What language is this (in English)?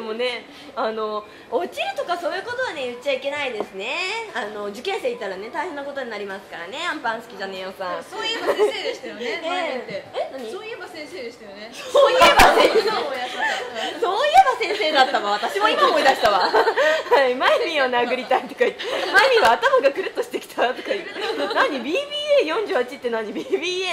Japanese